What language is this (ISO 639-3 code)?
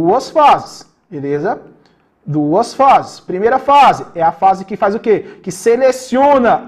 por